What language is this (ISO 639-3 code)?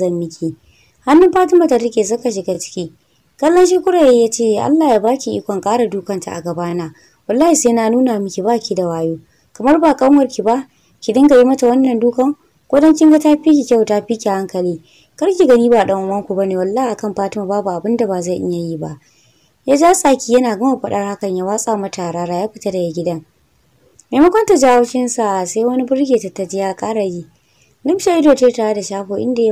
hau